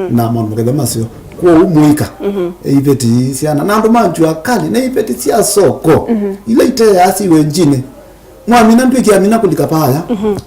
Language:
Kamba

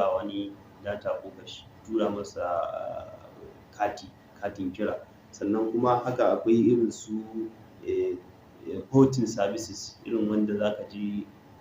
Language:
Hausa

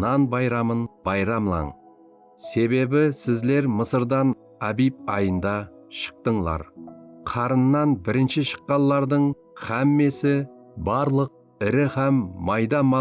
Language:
Kara-Kalpak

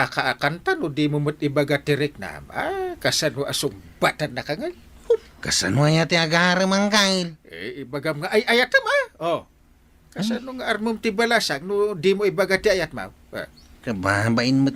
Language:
Iloko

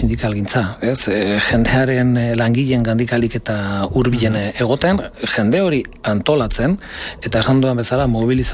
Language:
Basque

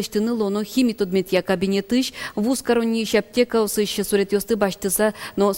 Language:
Udmurt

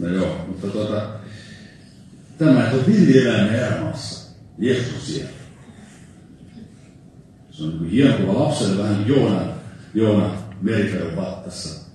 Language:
Finnish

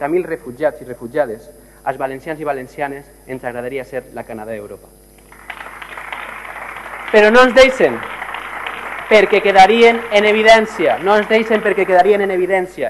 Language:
Catalan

